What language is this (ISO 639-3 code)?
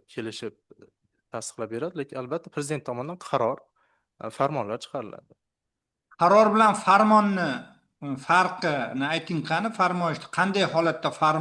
uzb